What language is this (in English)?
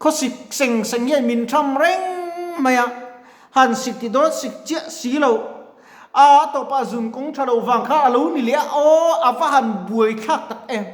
Mizo